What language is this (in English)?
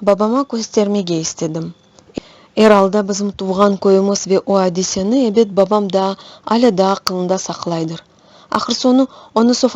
Crimean Tatar